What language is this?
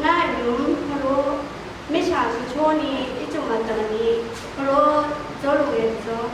Akha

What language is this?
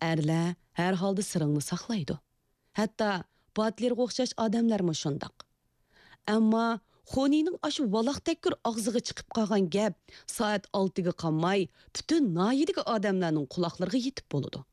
Uyghur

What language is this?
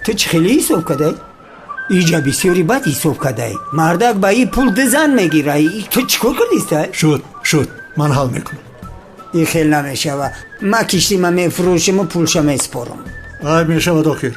Tajik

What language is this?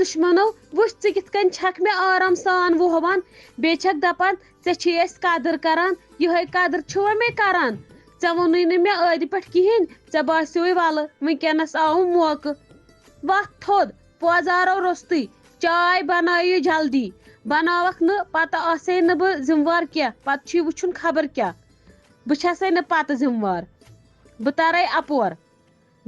Kashmiri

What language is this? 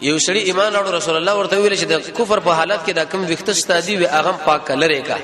Pashto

